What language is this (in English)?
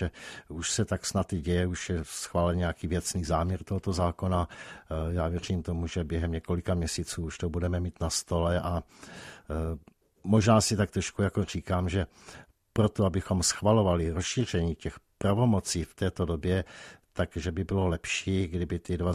Czech